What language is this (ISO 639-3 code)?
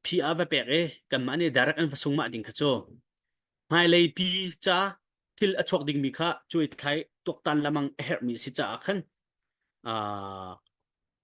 cnh